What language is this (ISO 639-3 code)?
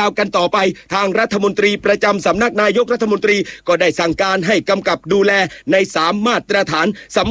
tha